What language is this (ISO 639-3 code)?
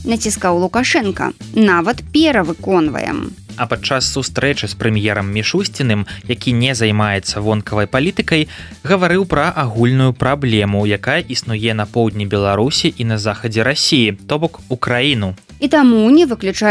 bel